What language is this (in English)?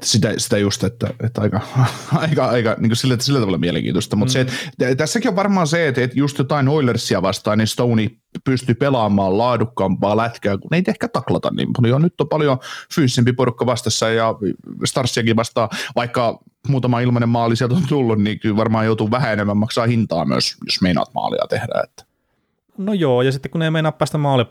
Finnish